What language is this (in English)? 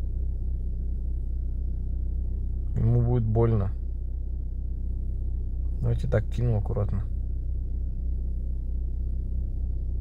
Russian